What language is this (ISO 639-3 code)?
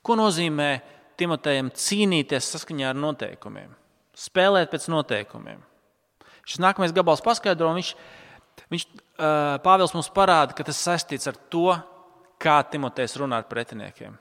lav